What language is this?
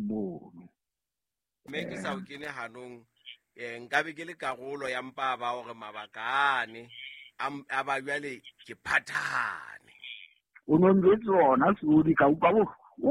Southern Sotho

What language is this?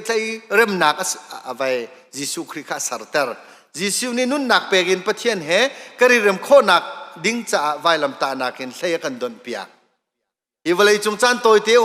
Hakha Chin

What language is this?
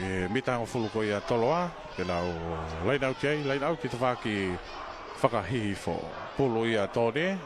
Tongan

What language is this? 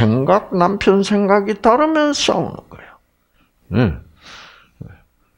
Korean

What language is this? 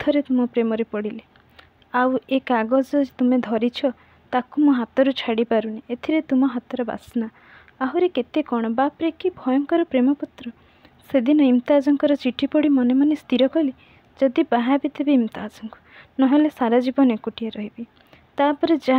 Odia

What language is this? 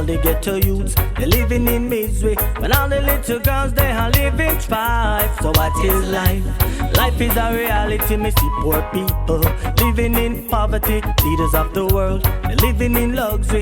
Jamaican Creole English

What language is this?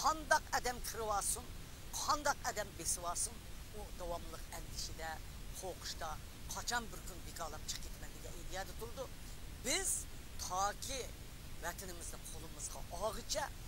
Uyghur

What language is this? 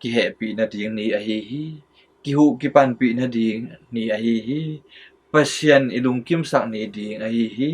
Tedim Chin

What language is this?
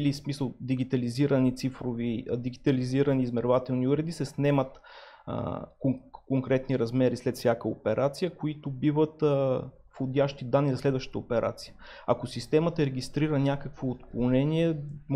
Bulgarian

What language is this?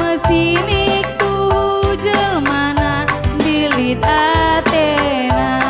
Batak Karo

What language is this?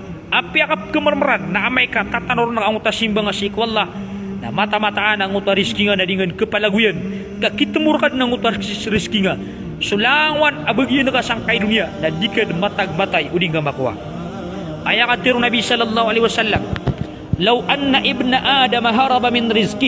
Maranao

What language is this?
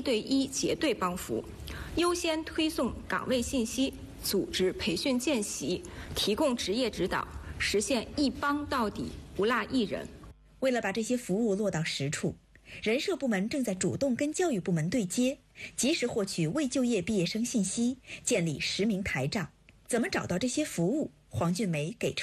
Chinese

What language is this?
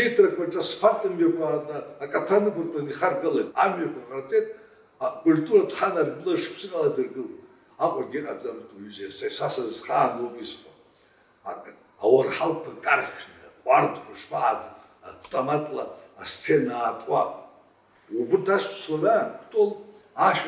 Abkhazian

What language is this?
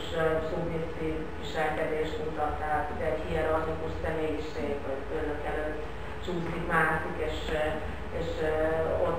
Hungarian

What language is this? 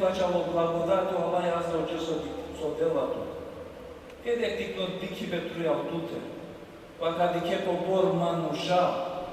Balkan Romani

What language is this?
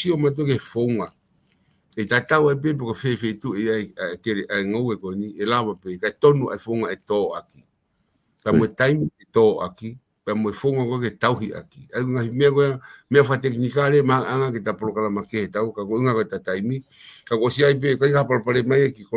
Tongan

